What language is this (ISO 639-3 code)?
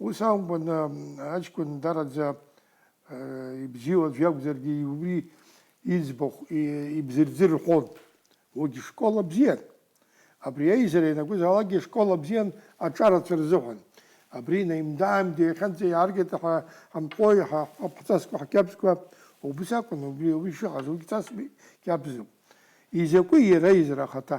abk